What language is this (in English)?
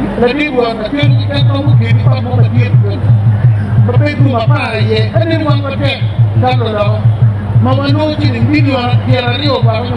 Acoli